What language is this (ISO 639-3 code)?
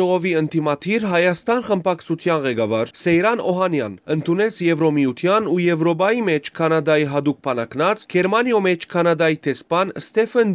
hyw